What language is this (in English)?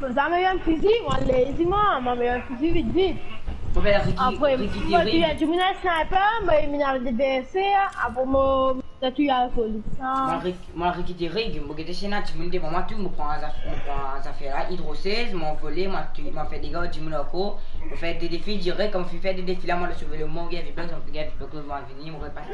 Morisyen